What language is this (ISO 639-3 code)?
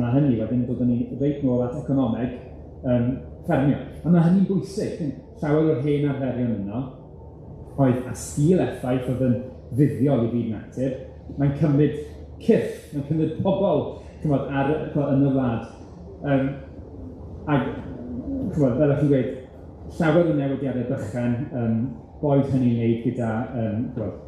cym